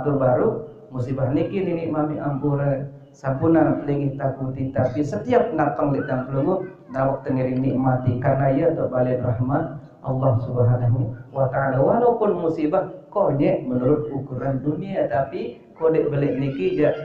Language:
Sasak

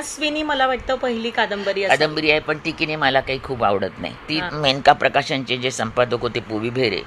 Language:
Marathi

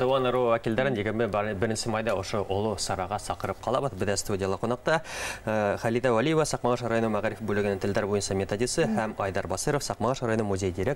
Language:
Bashkir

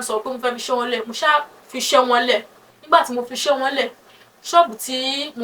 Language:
Yoruba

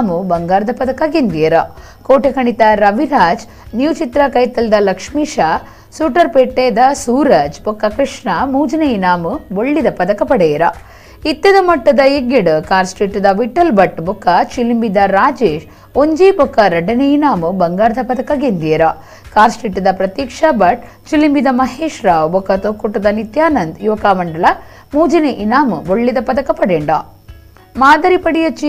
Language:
Tulu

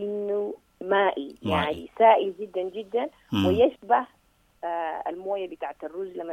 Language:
Sudanese Arabic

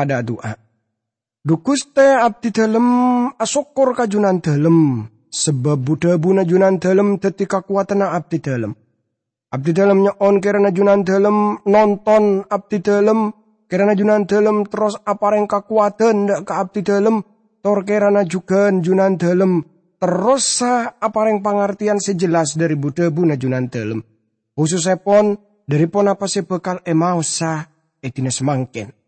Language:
Madurese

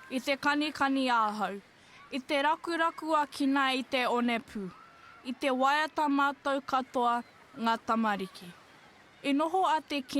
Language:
Māori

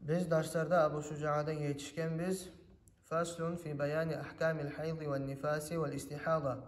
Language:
Kumyk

